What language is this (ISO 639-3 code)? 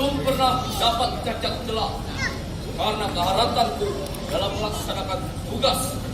bjn